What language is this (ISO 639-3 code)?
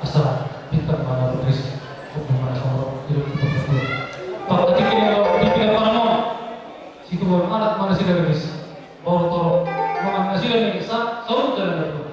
bbc